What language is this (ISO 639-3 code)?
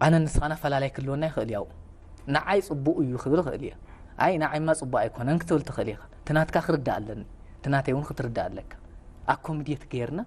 tir